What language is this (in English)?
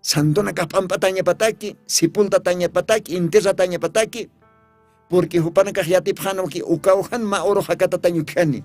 Aymara